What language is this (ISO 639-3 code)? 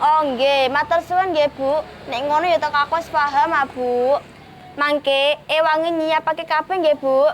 jav